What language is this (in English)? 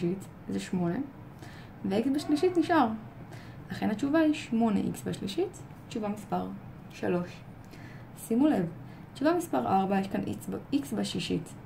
Hebrew